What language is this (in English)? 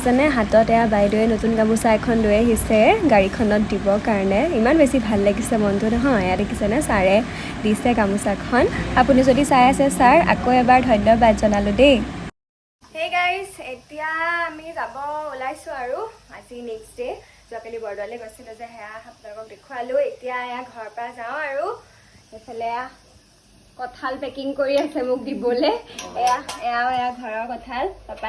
Assamese